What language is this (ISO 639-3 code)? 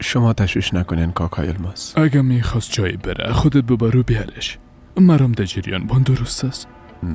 fas